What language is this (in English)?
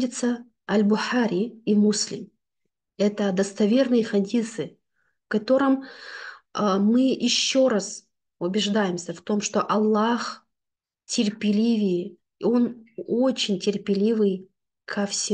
Russian